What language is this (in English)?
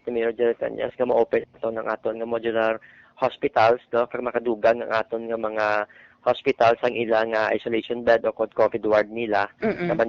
Hiligaynon